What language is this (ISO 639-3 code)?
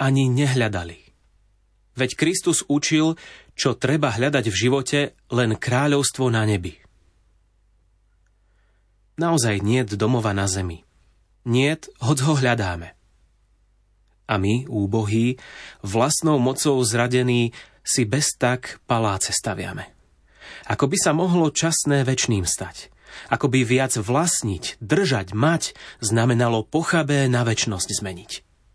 slk